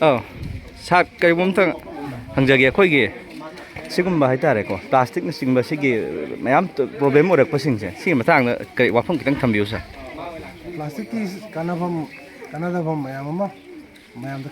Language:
Manipuri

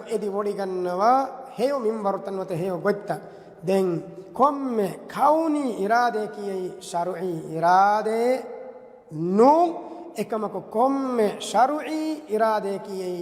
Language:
Divehi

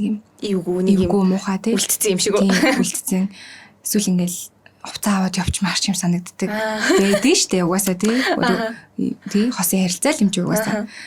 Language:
Mongolian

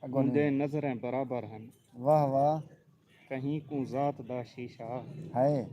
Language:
Saraiki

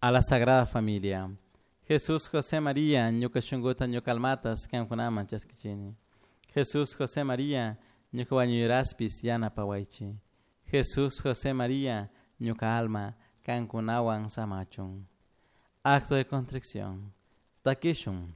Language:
Chimborazo Highland Quichua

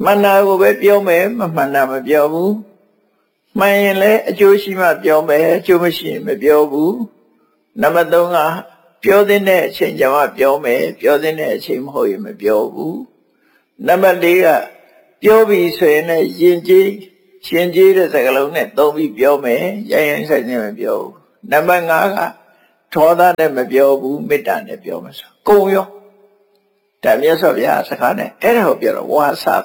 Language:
Burmese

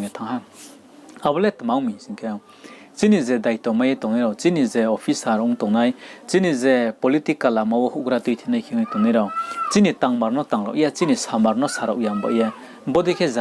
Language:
Riang (India)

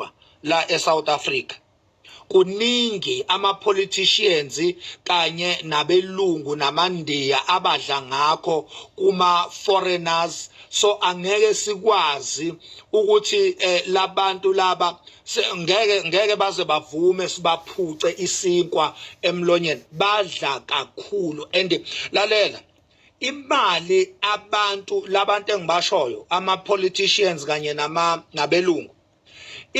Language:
Zulu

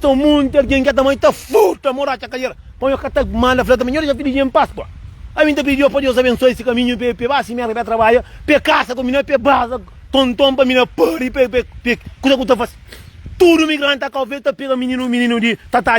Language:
Kabuverdianu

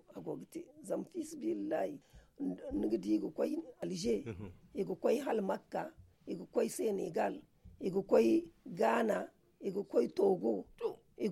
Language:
Zarma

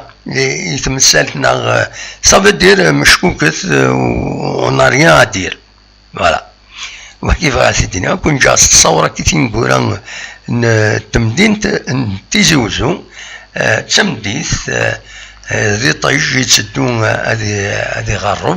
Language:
Kabyle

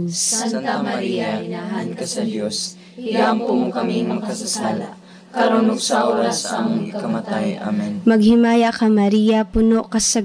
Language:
Cebuano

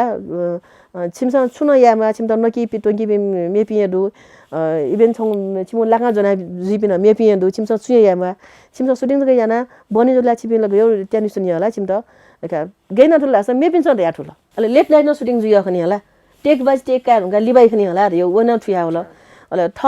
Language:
Newari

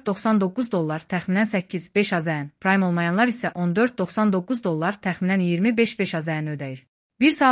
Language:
Azerbaijani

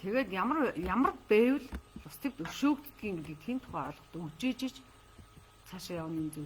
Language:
Mongolian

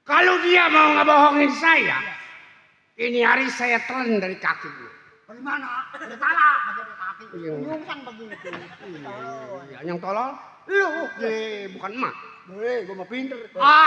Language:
Betawi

